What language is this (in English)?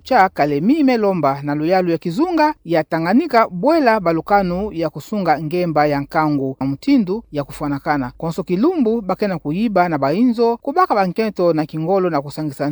Kituba (Democratic Republic of Congo)